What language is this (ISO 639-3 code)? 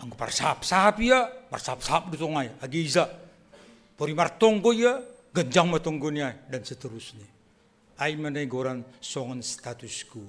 bts